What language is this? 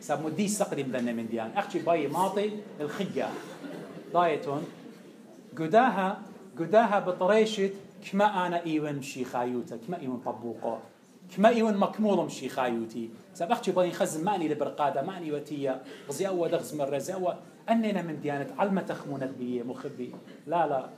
Assyrian Neo-Aramaic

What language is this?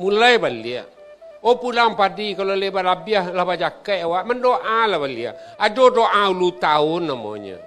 Minangkabau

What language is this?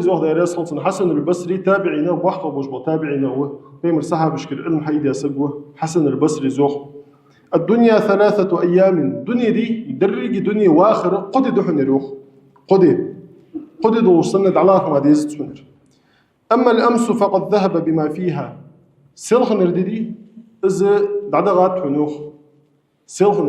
Ingush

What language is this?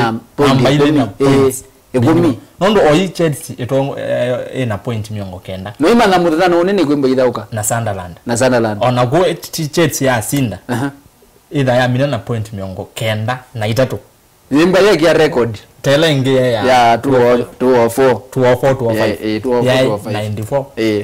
Kamba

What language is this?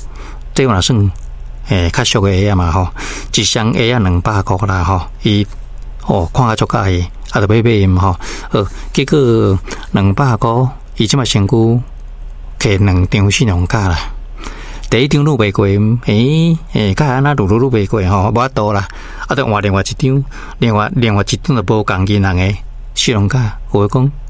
Min Nan Chinese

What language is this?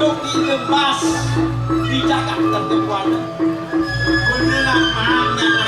Balinese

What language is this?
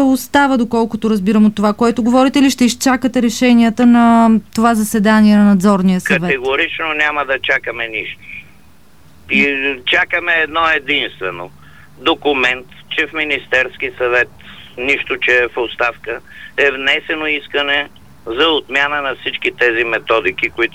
Bulgarian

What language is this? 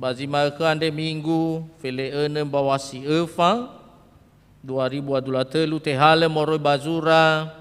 Nias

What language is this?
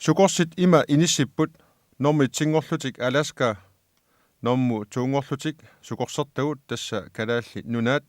Kalaallisut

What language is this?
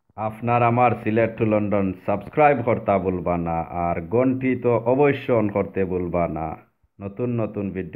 Sylheti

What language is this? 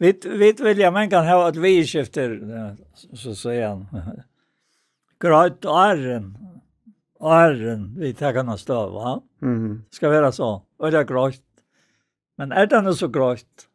Faroese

